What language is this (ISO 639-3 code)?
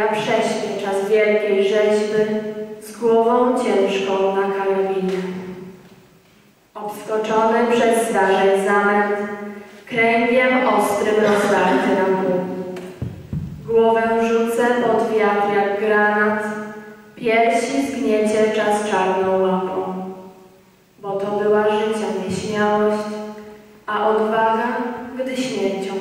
pol